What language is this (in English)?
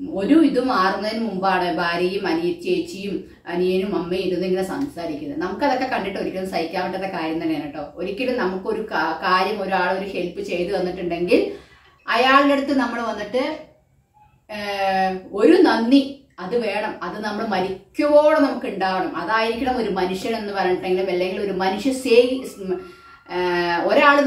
Malayalam